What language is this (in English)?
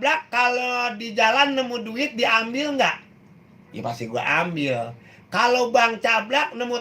Betawi